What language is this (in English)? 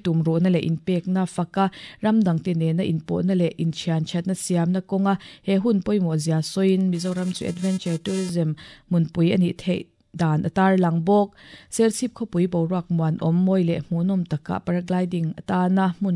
Mizo